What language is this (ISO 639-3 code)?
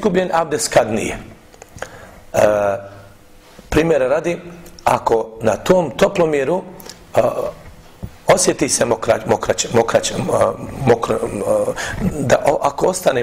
bos